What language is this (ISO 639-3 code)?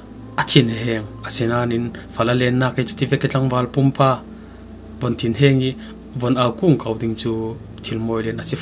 cfm